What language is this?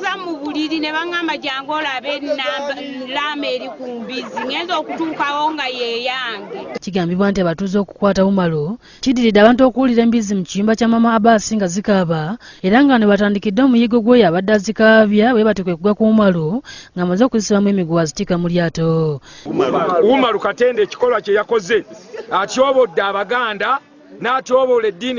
Ganda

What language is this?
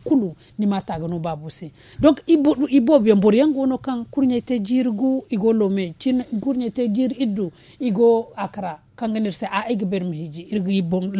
Zarma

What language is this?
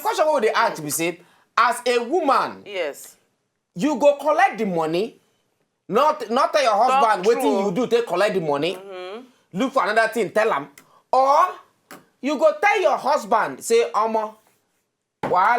Nigerian Pidgin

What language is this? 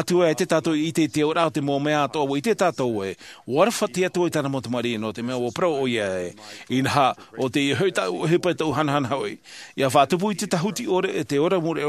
Tahitian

